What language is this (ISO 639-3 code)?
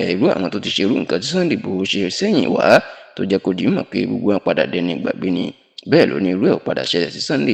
yor